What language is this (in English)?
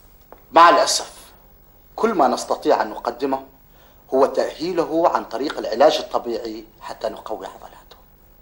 Arabic